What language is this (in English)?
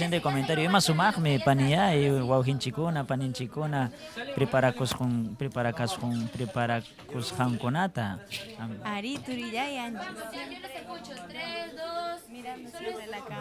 Ayacucho Quechua